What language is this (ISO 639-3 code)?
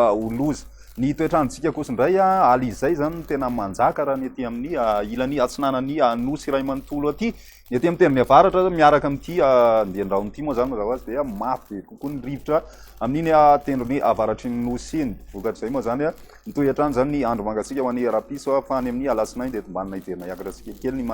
mlg